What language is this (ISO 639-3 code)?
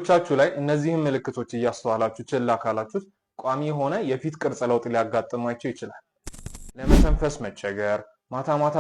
amh